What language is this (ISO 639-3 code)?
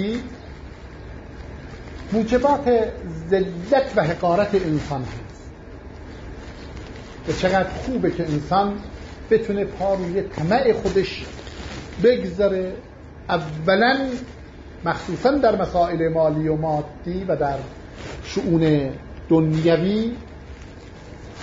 fas